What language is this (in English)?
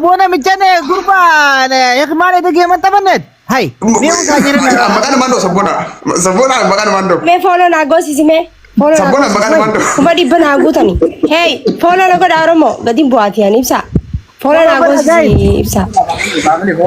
Oromo